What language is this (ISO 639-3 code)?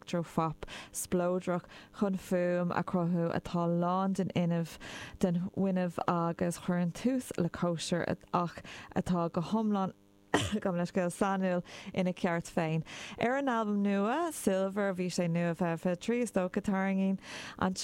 gle